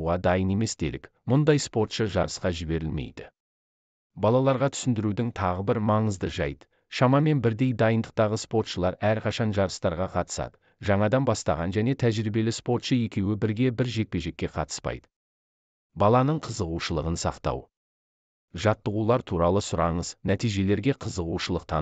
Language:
Kazakh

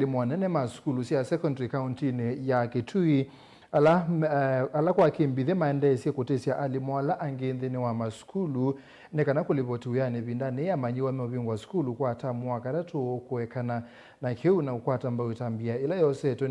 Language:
Kamba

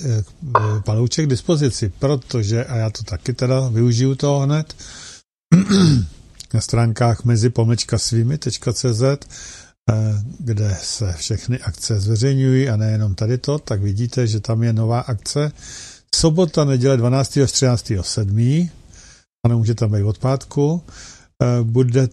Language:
Czech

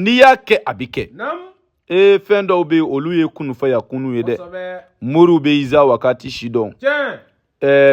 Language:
Bambara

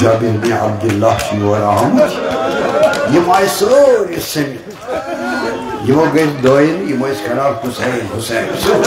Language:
Kashmiri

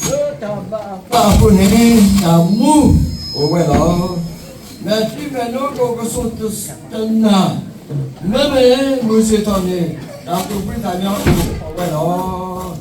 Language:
S'gaw Karen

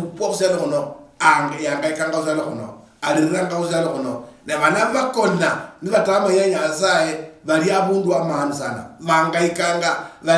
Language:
Luyia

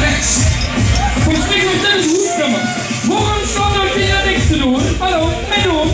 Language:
Limburgish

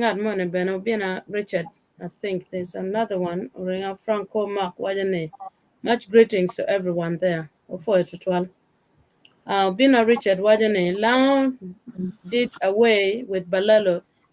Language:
Acoli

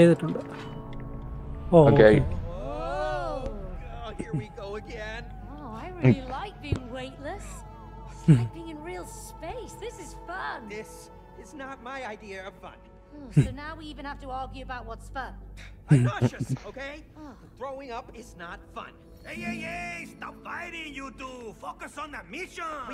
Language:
Malayalam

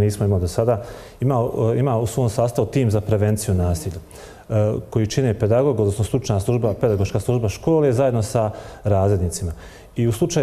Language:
Bosnian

